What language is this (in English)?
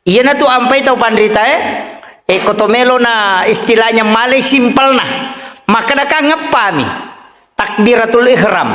Buginese